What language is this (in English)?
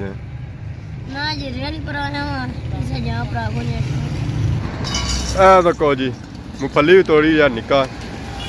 Pahari-Potwari